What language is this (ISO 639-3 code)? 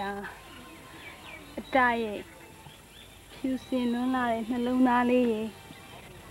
mya